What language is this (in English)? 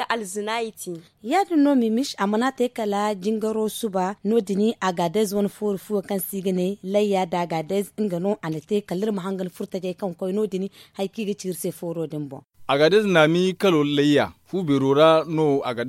Zarma